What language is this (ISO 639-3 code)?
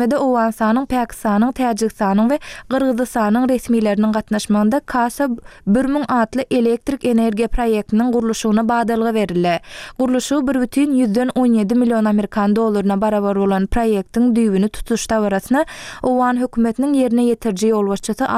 tuk